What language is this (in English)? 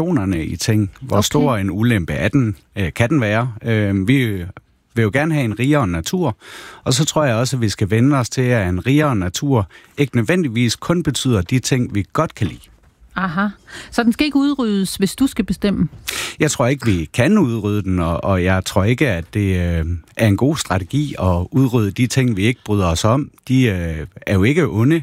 Danish